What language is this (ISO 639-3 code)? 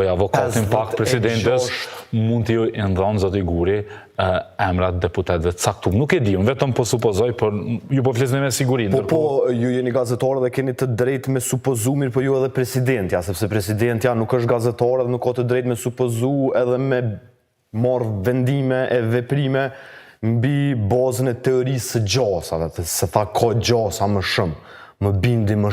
sqi